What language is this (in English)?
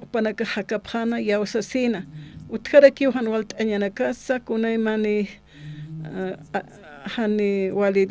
Aymara